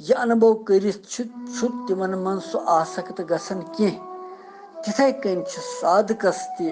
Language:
Kashmiri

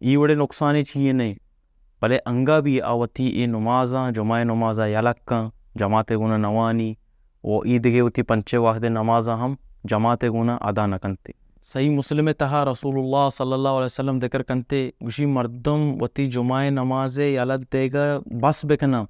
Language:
Baluchi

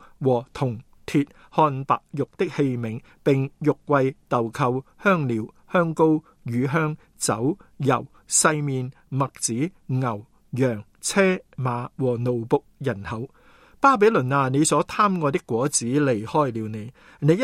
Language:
Cantonese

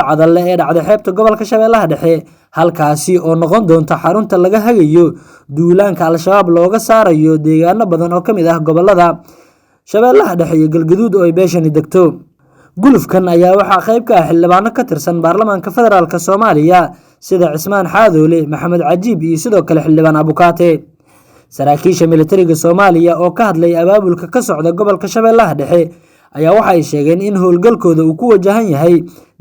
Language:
Somali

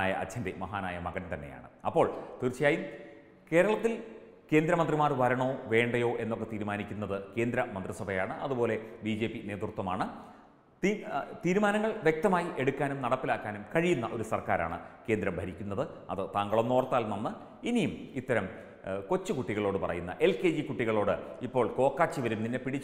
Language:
Malayalam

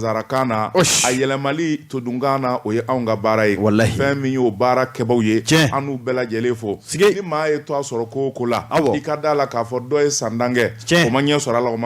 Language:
Bambara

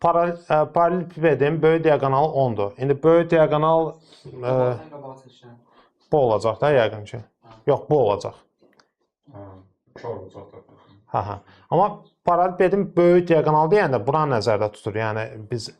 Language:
Azerbaijani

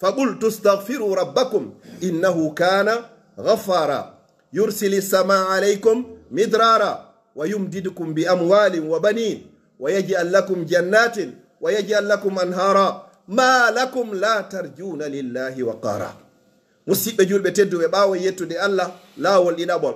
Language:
Fula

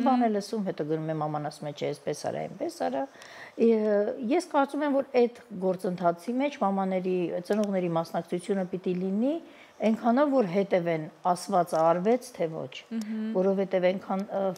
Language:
Armenian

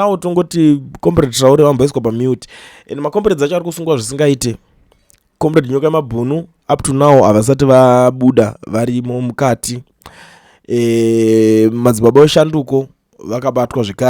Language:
Shona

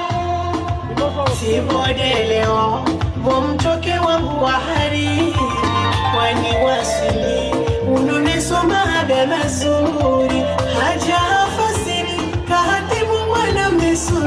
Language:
Swahili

